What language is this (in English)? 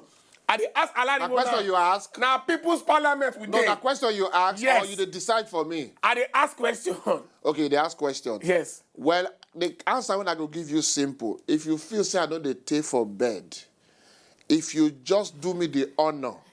Nigerian Pidgin